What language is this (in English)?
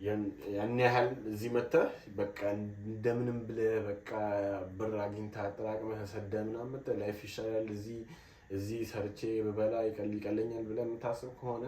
Amharic